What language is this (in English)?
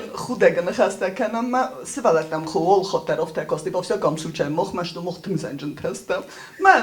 Ossetic